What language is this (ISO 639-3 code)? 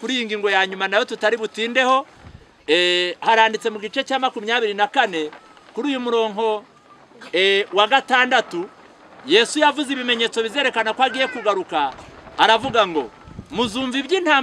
kin